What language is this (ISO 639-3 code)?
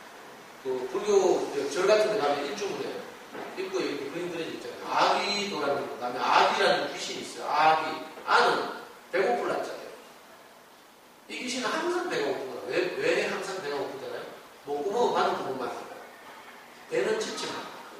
kor